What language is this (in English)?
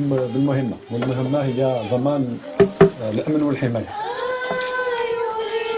Algerian Arabic